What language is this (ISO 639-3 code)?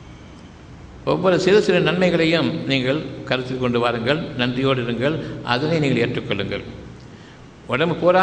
tam